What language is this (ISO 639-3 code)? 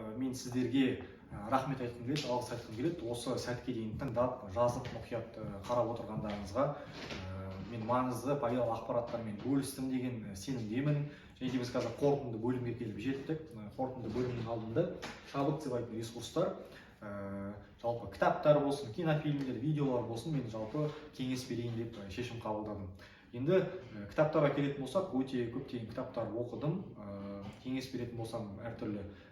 kaz